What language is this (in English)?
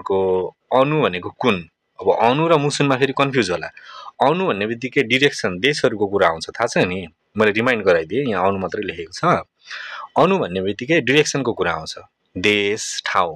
Nepali